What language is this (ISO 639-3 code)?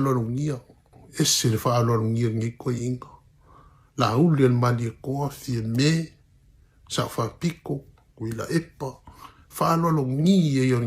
smo